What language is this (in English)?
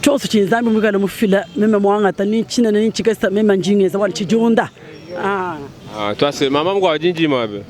Luba-Lulua